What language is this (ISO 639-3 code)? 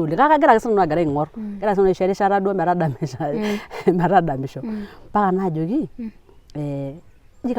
mas